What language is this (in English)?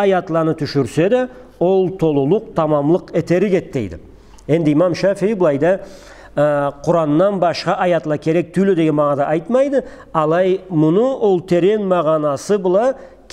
Karachay-Balkar